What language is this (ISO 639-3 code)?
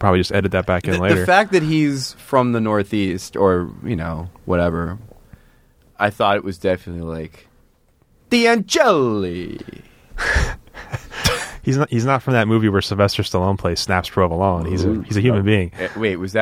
eng